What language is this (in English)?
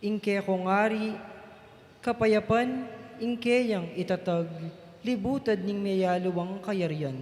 Pampanga